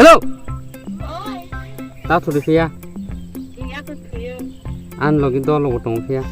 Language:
Kok Borok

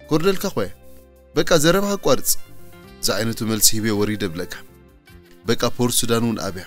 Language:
Tigrinya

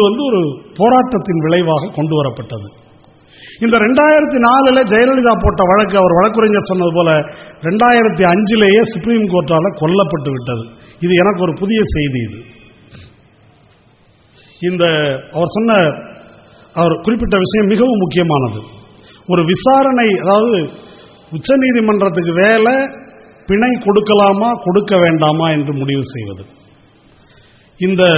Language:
Tamil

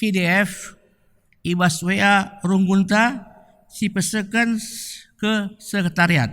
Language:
Batak Karo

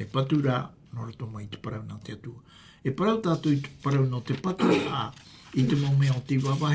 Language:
Tahitian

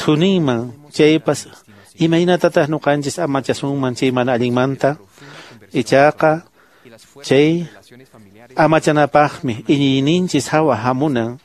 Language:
Quechua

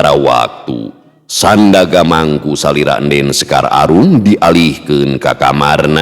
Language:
Sundanese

